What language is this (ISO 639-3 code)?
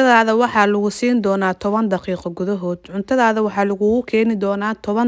som